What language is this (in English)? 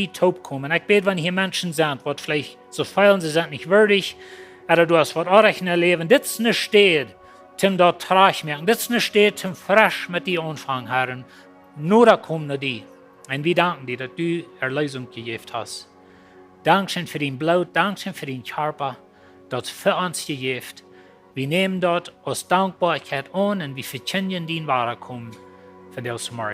Plautdietsch